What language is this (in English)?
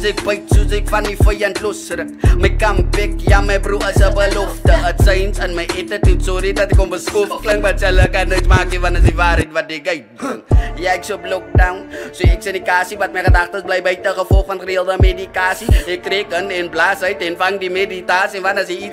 Afrikaans